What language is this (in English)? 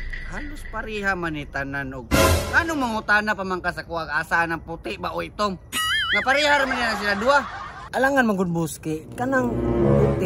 Cebuano